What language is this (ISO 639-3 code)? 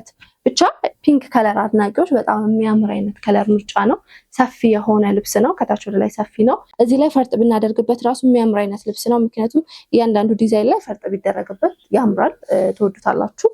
amh